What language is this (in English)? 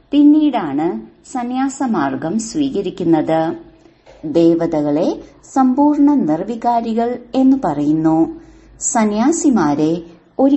Malayalam